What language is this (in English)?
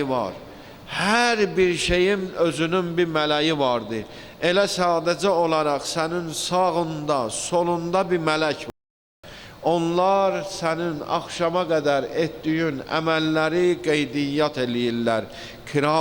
Azerbaijani